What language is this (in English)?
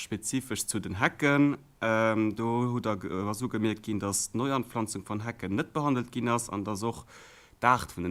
Luxembourgish